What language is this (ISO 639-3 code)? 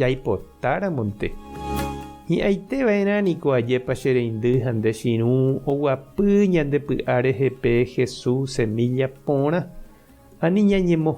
grn